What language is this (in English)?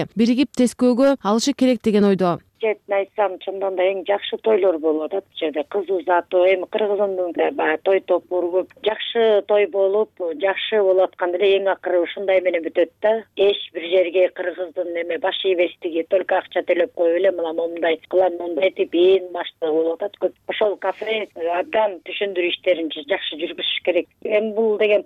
Kyrgyz